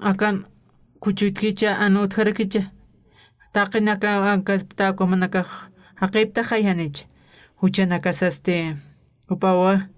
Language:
Aymara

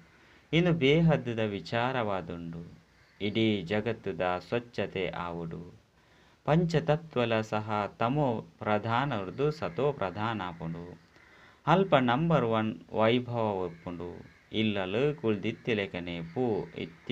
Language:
Tulu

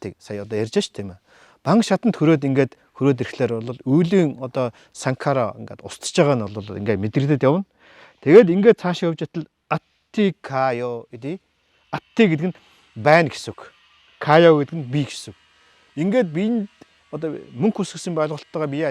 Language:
Mongolian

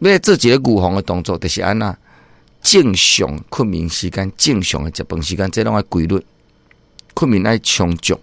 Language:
Min Nan Chinese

